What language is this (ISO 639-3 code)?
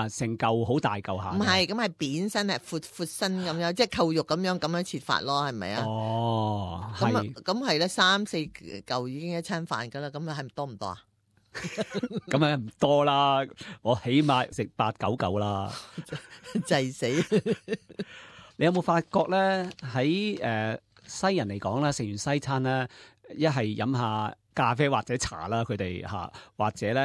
yue